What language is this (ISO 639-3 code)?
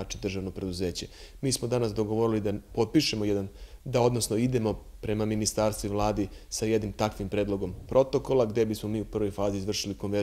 srp